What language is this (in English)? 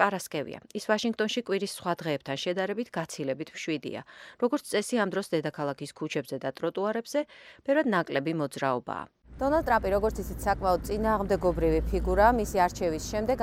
Georgian